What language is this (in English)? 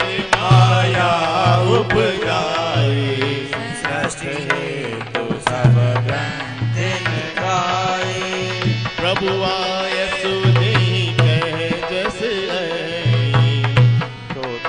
Hindi